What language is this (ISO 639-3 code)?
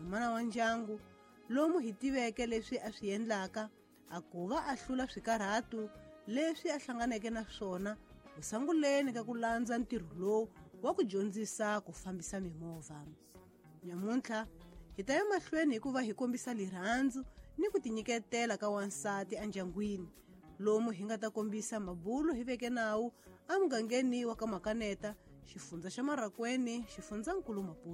tso